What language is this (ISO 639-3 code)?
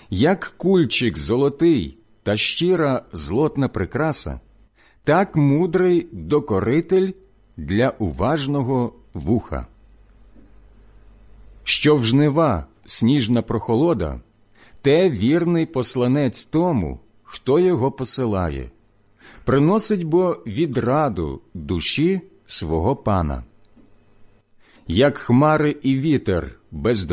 ukr